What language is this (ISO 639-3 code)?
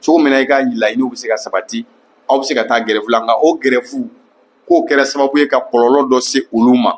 bam